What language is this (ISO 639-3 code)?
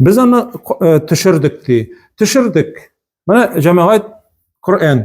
tat